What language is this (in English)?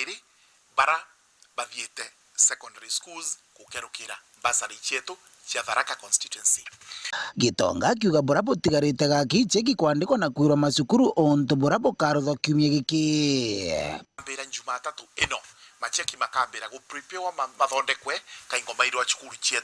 Meru